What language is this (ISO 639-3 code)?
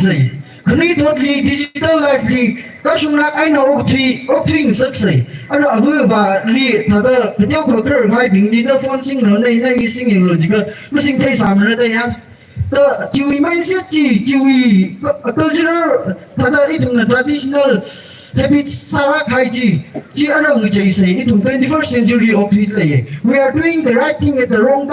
nmf